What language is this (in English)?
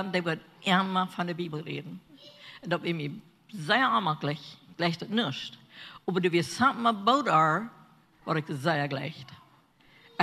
Plautdietsch